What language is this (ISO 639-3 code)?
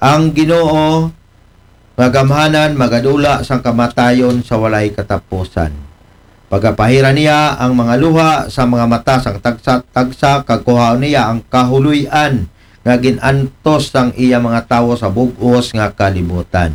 akl